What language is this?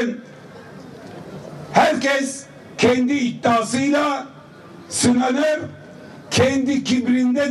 Turkish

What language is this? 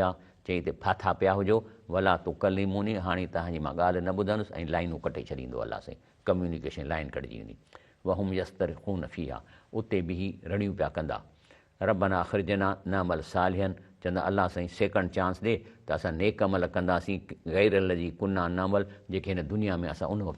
Sindhi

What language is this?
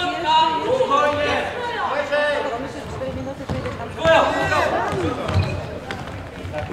Polish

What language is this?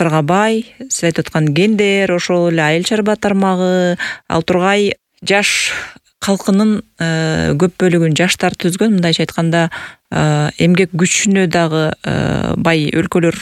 Kyrgyz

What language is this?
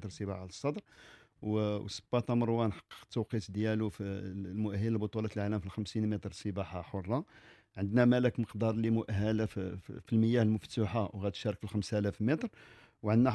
Moroccan Arabic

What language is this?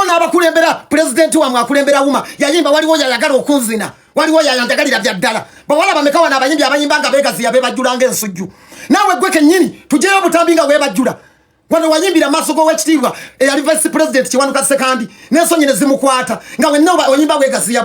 Ganda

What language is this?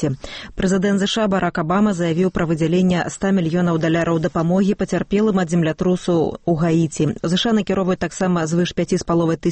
Belarusian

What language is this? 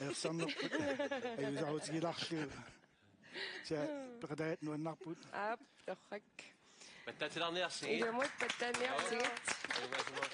Kalaallisut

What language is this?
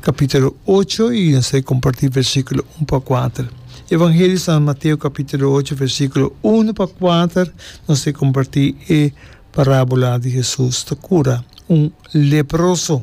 Papiamento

